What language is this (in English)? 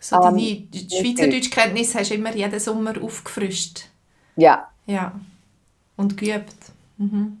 Swiss German